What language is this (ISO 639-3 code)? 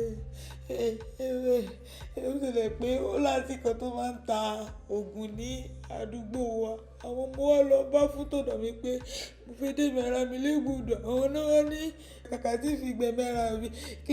yor